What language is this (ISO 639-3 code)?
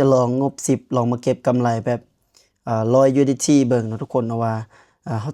lao